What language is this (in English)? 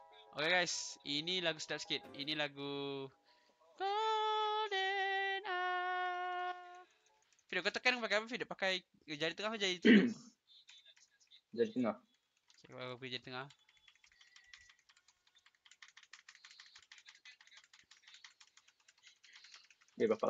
Malay